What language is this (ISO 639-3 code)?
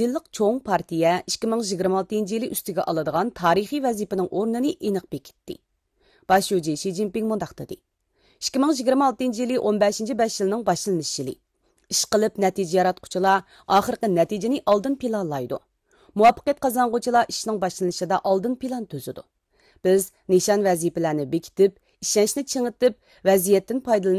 uig